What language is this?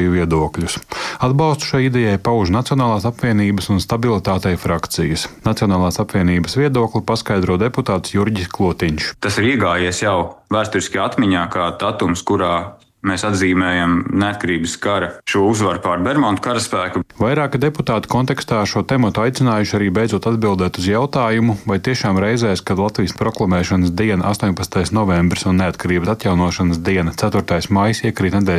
Latvian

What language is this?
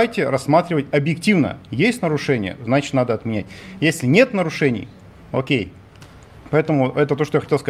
Russian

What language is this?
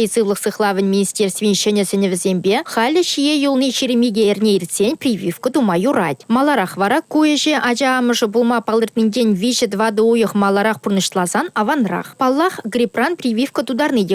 Chuvash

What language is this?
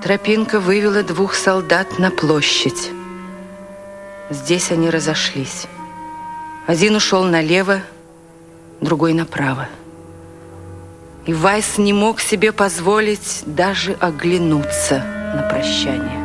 Russian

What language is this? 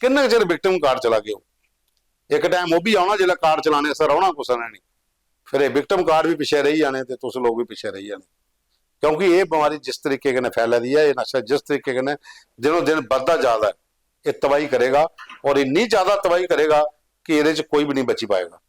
Dogri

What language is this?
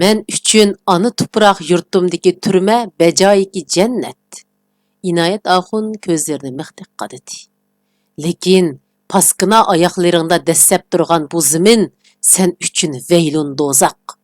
Uyghur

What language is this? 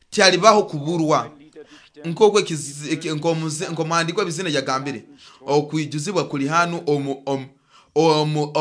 Nyoro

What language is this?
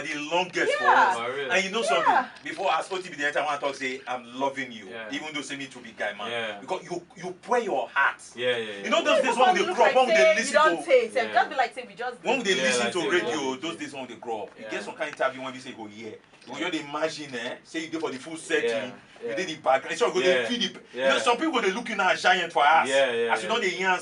Nigerian Pidgin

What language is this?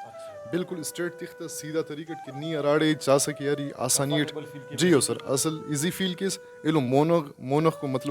Brahui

